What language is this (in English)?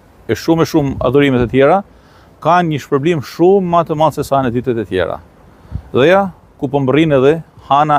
Albanian